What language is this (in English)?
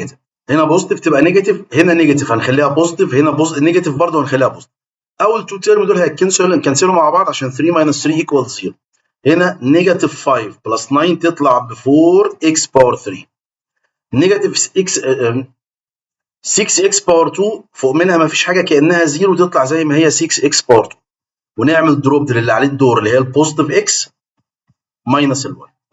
Egyptian Arabic